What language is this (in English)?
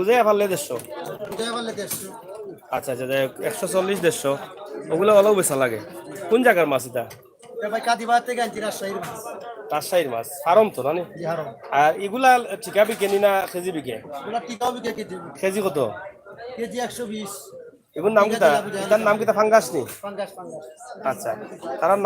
Sylheti